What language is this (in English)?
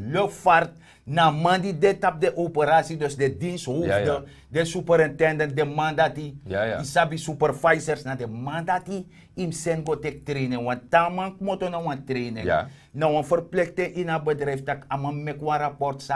Sranan Tongo